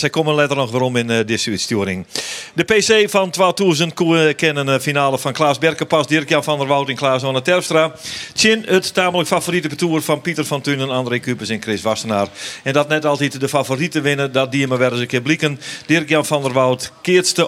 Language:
Western Frisian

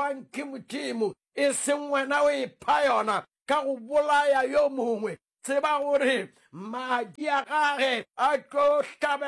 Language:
Northern Sotho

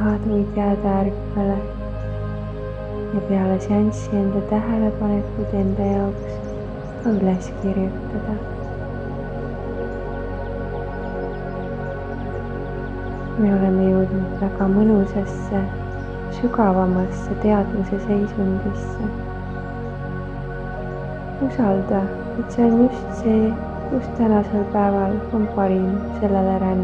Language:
Estonian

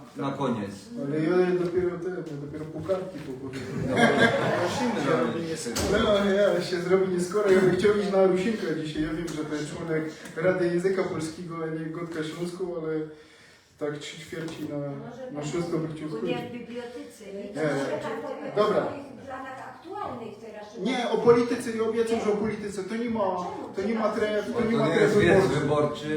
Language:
Silesian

